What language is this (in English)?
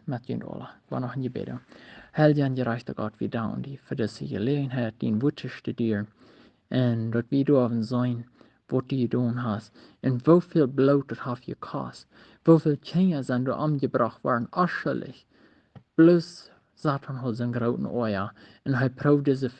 Plautdietsch